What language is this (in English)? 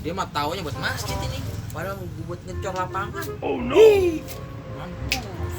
Betawi